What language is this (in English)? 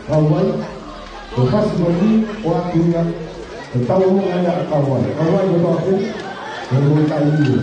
Tongan